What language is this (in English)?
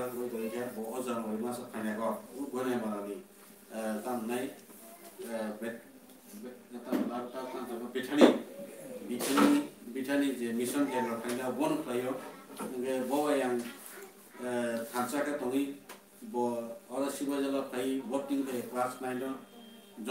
Kok Borok